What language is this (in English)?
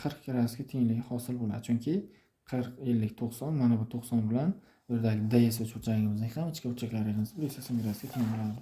Uzbek